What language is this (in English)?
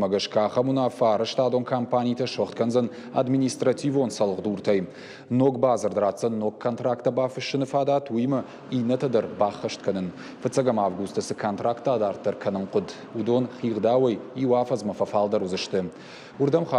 Ossetic